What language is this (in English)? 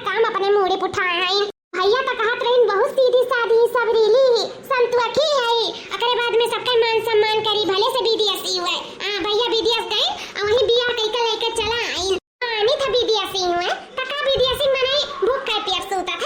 Awadhi